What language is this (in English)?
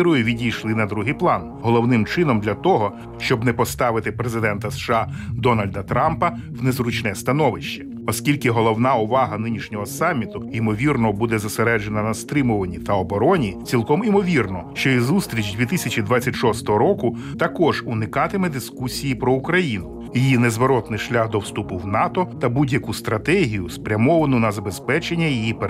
Ukrainian